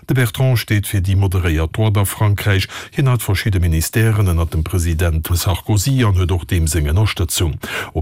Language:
Luxembourgish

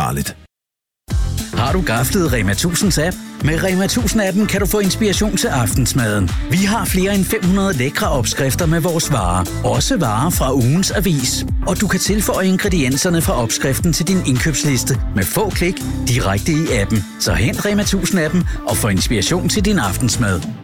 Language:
Danish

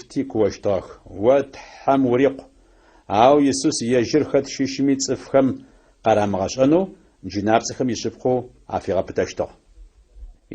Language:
Adyghe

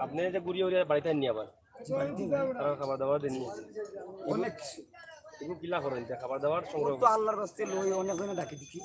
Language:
Sylheti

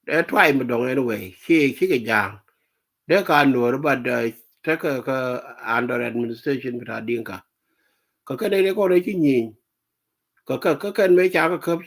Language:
Nuer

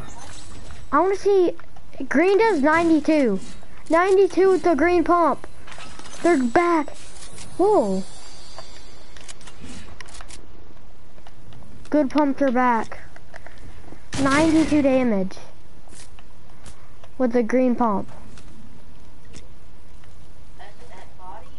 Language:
English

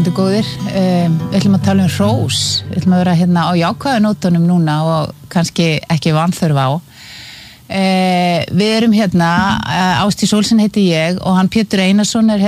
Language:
Icelandic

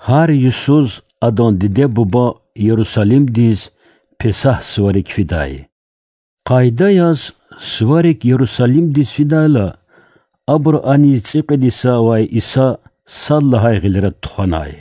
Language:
Lezghian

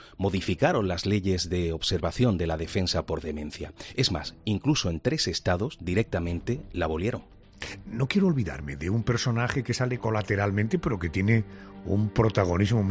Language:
Spanish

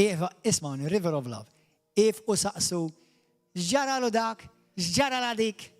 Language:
Maltese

